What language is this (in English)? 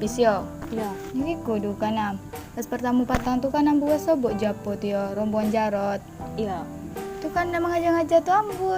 Minangkabau